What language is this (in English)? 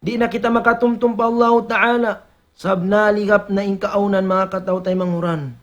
Tausug